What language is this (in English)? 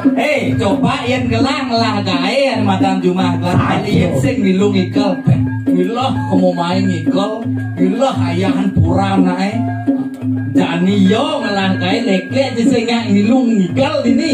Balinese